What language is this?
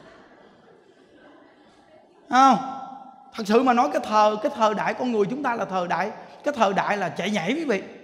Vietnamese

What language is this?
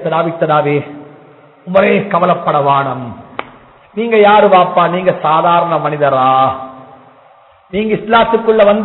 Tamil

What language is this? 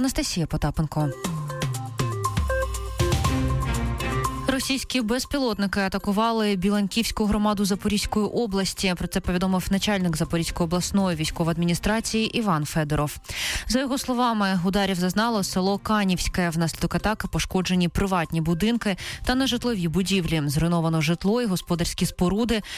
Ukrainian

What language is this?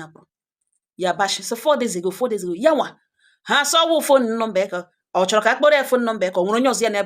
Igbo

